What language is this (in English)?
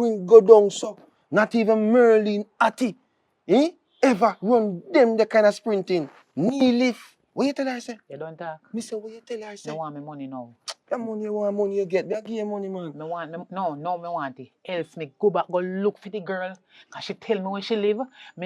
Jamaican Creole English